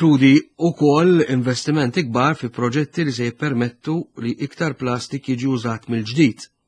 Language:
Maltese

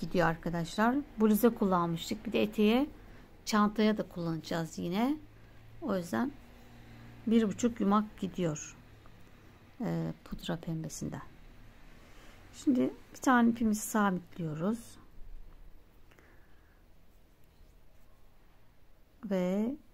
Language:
Turkish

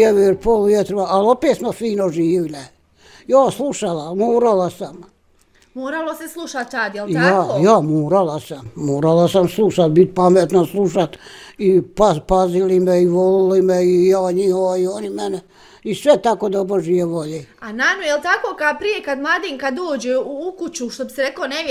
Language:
Bosnian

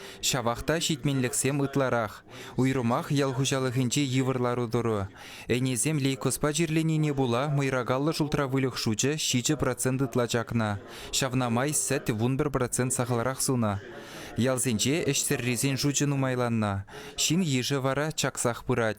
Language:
Chuvash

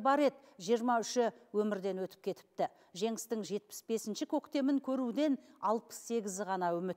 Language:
Kazakh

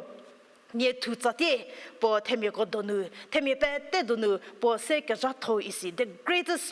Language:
Angami Naga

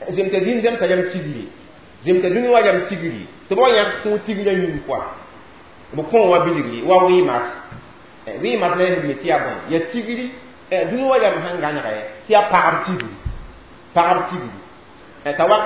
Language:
Mossi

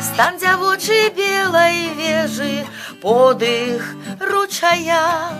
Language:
Belarusian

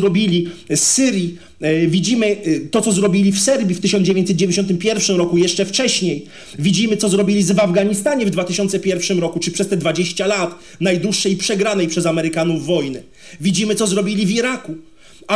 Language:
Polish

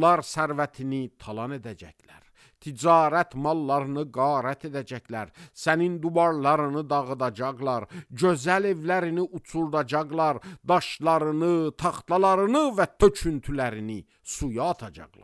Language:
Azerbaijani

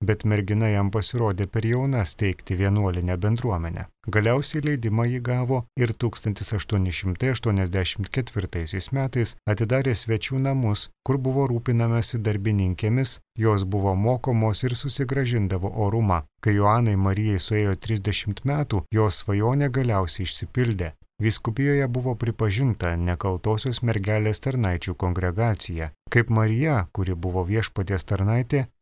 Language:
Lithuanian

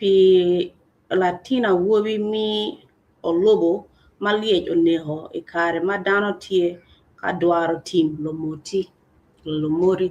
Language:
Acoli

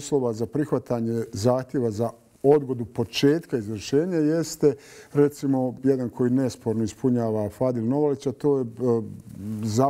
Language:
Bosnian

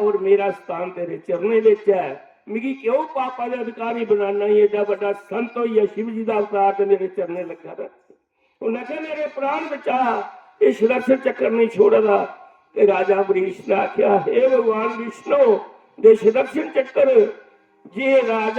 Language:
Dogri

